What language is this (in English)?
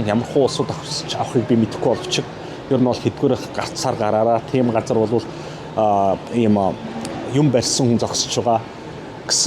Mongolian